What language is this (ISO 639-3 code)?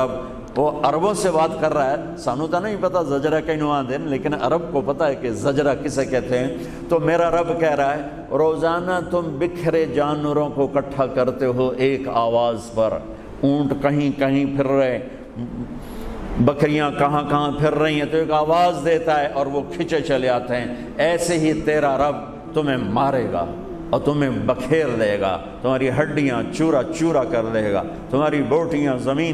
urd